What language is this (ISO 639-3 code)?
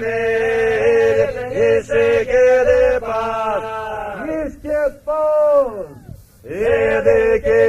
myv